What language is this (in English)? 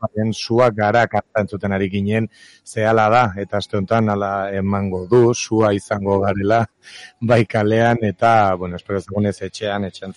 Basque